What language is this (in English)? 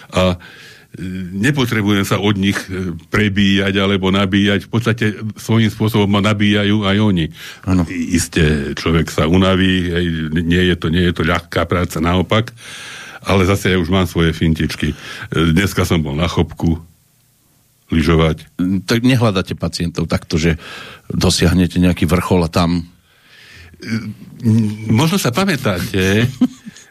Slovak